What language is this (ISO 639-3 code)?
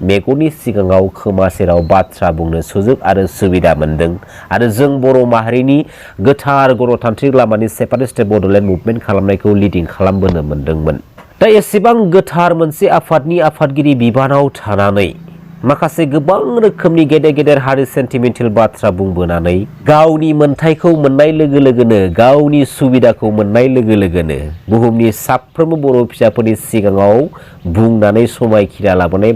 brx